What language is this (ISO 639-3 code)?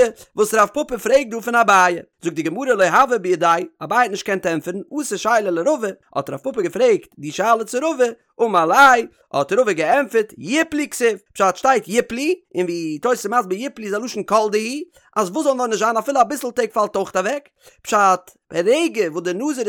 yid